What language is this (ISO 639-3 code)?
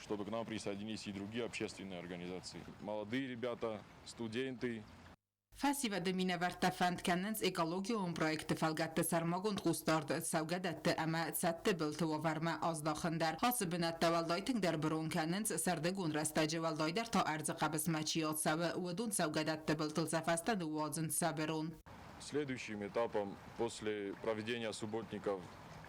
oss